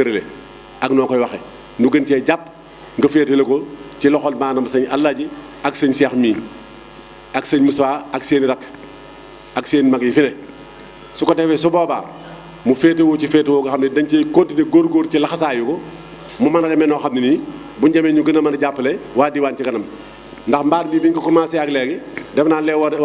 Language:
Wolof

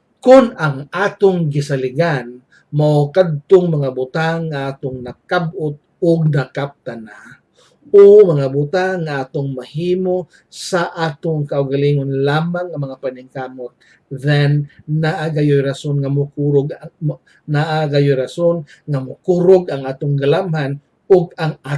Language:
Cebuano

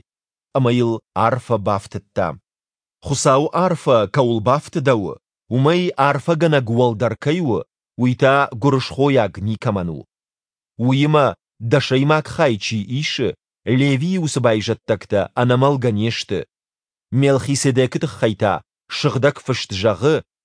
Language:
Ossetic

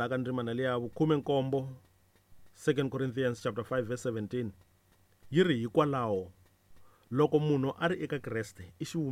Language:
Tsonga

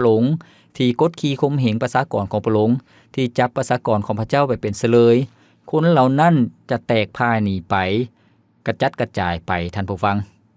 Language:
Lao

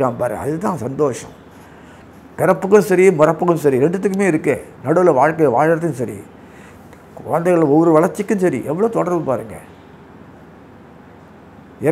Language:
Tamil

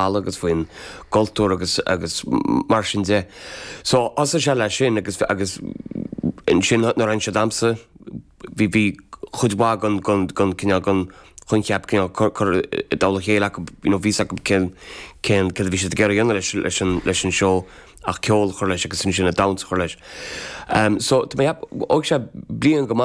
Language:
Irish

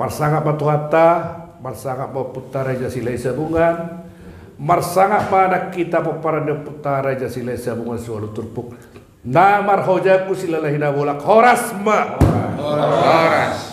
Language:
Batak Toba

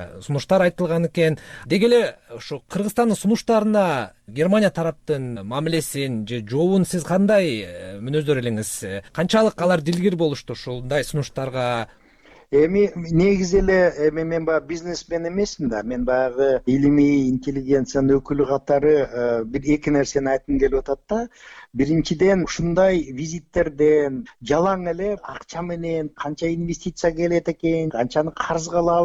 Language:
Kyrgyz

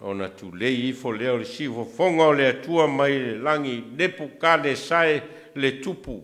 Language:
Samoan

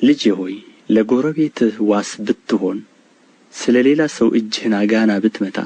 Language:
Amharic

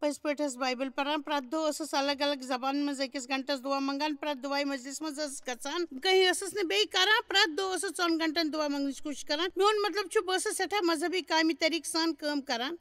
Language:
Kashmiri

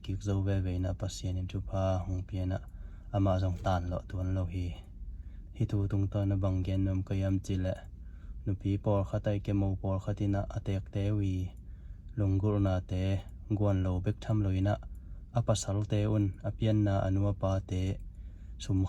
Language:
Tedim Chin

